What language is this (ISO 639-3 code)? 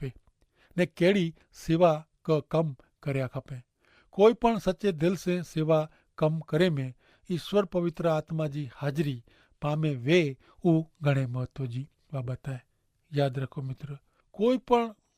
kfr